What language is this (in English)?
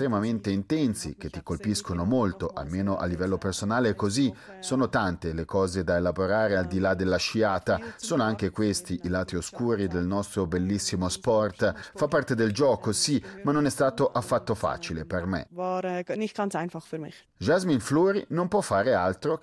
Italian